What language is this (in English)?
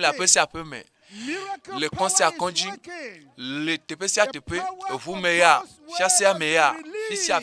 Ewe